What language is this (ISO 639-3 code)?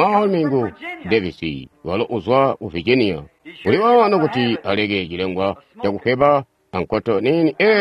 toi